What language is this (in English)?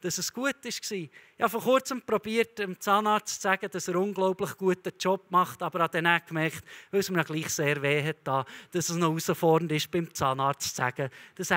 Swiss German